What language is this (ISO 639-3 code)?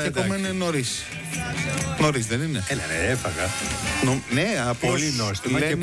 ell